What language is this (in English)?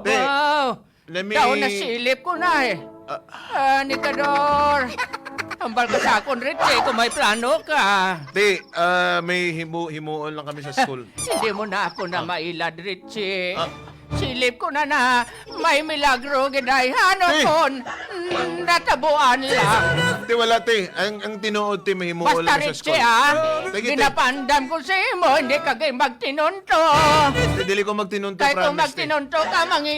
Hiligaynon